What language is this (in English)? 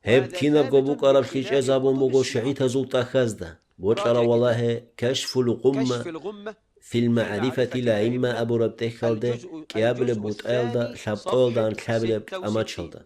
Avaric